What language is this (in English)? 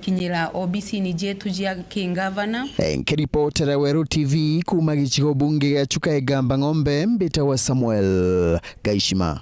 Meru